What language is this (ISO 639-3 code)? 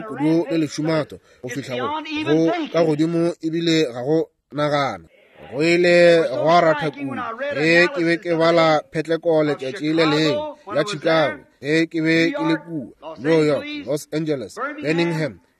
nso